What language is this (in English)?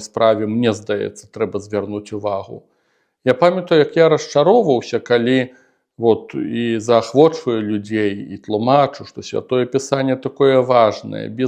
Belarusian